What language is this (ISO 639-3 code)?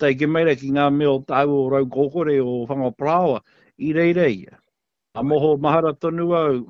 mri